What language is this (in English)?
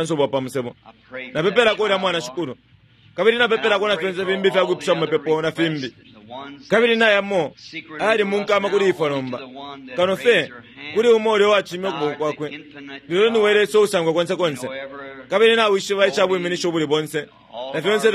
Bemba